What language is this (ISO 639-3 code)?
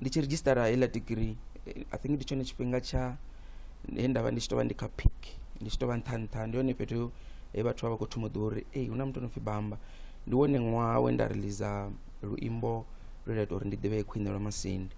ven